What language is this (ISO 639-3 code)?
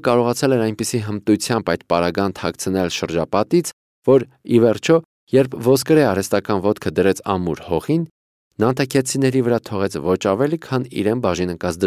hye